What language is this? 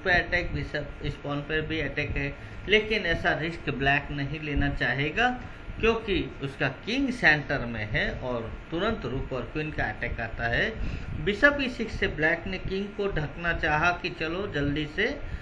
Hindi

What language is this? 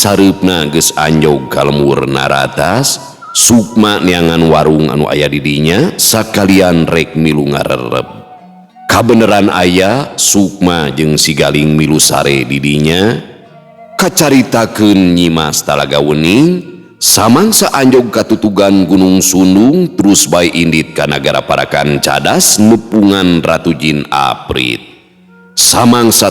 Sundanese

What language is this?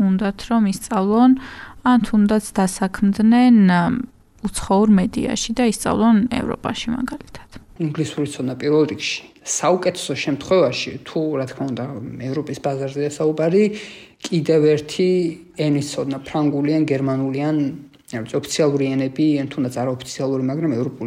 Georgian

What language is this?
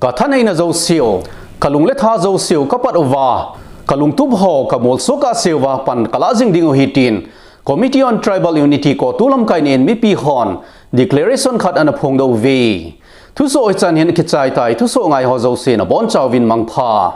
Thado Chin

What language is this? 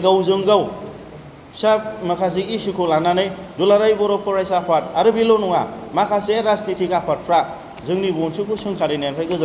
Bodo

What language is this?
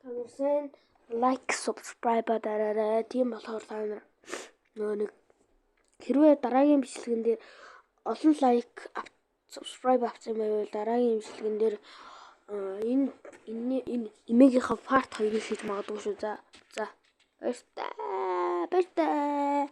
Mongolian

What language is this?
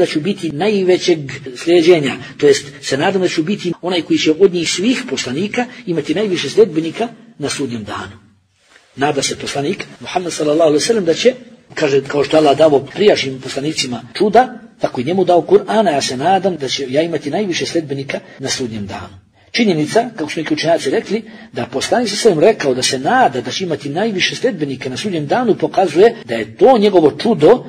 Bosnian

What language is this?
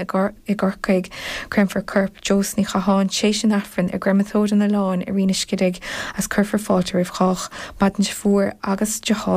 Irish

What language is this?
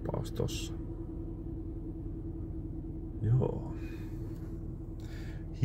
Finnish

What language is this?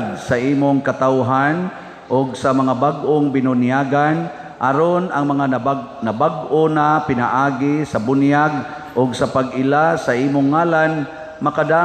Cebuano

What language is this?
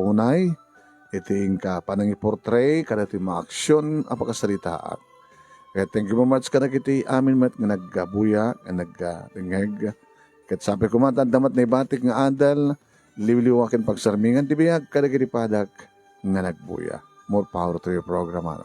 Iloko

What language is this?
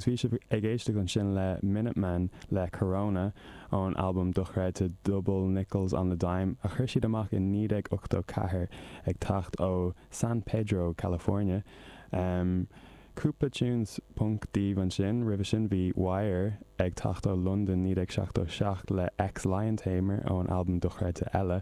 Irish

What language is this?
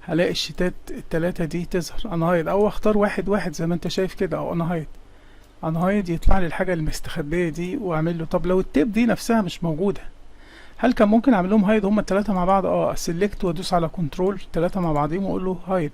Egyptian Arabic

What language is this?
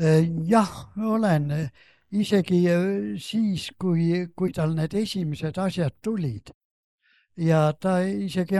Estonian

